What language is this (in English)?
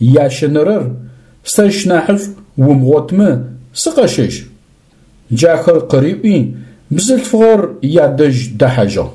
Adyghe